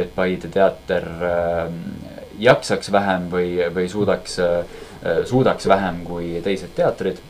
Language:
Estonian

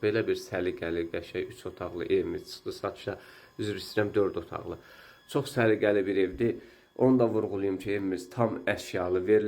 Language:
Azerbaijani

